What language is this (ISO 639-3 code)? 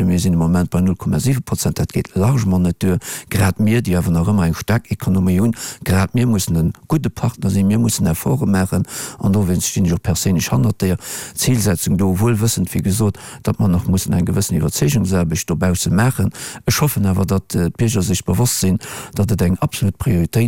ltz